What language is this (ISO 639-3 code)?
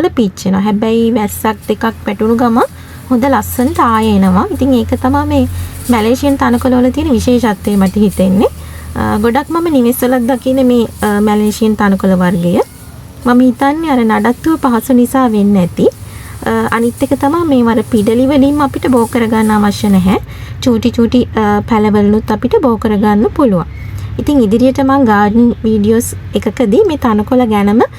sin